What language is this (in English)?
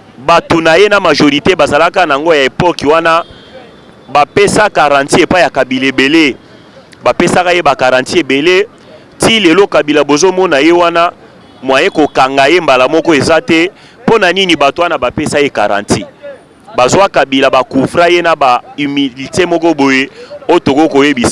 Lingala